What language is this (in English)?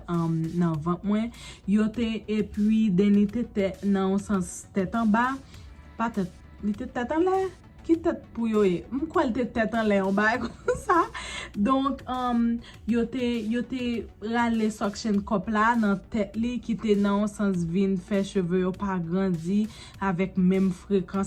Haitian Creole